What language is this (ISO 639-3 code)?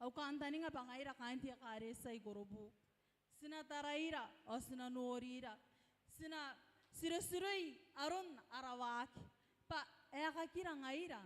gil